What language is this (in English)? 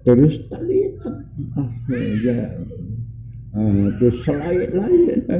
Sasak